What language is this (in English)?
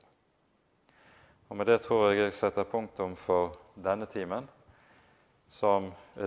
Norwegian